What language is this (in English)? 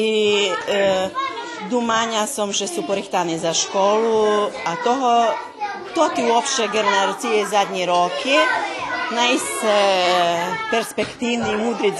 Rusyn